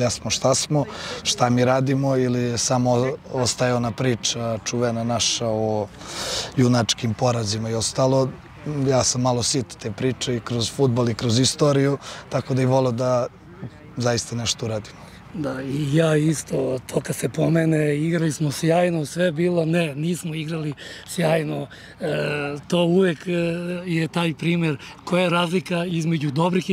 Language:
Serbian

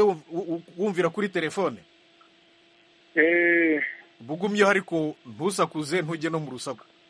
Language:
Kinyarwanda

